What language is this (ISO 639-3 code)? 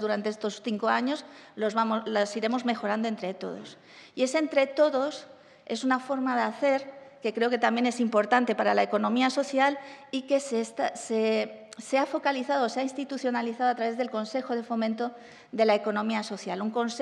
spa